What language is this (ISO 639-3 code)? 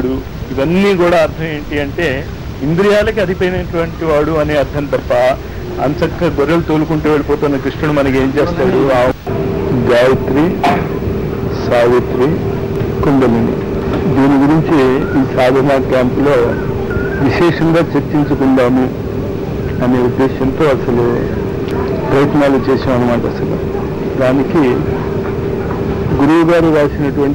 tel